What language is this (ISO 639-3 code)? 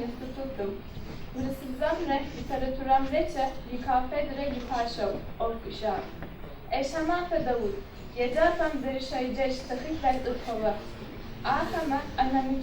ady